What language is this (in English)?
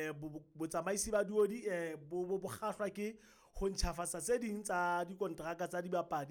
Southern Sotho